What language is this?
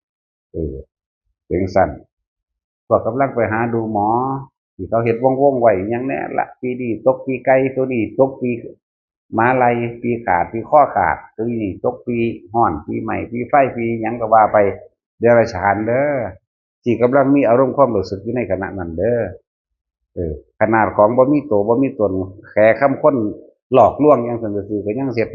Northeastern Thai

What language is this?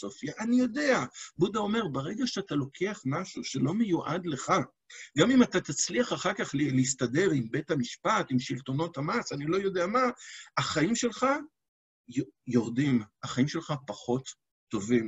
Hebrew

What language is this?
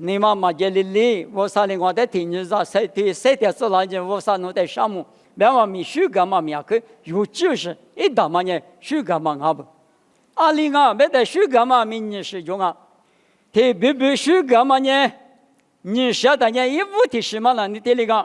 Lisu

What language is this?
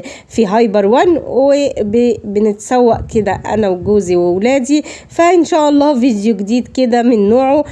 Egyptian Arabic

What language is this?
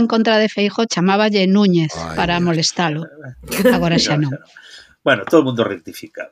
Galician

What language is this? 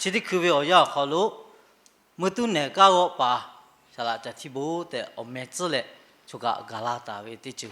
Lahu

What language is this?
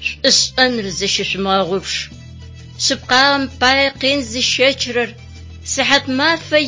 Adyghe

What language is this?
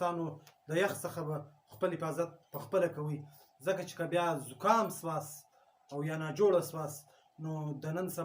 Pashto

